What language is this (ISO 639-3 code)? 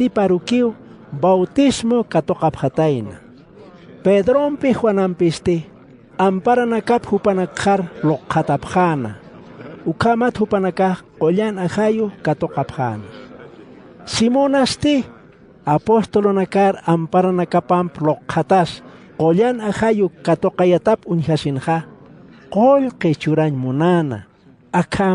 aym